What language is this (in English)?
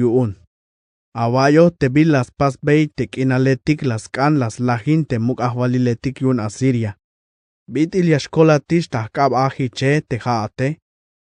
Tzeltal